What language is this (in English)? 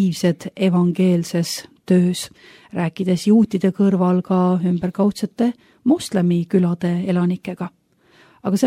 Estonian